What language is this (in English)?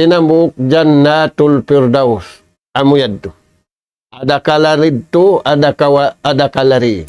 Tausug